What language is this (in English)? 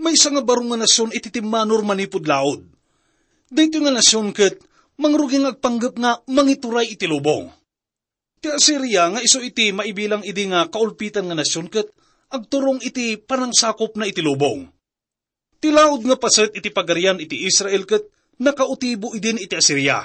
Iloko